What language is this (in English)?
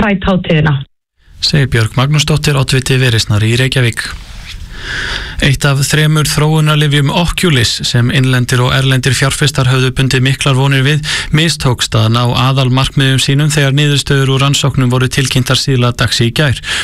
Icelandic